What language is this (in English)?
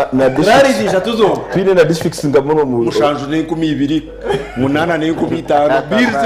Nyankole